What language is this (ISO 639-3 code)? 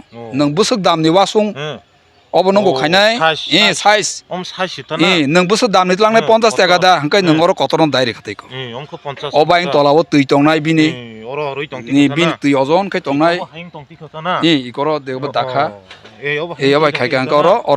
trp